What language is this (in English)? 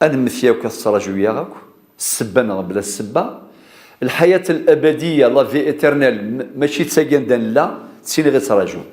Kabyle